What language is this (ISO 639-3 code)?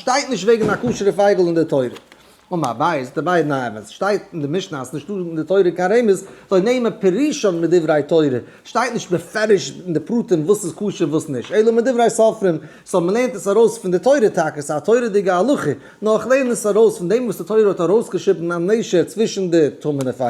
yid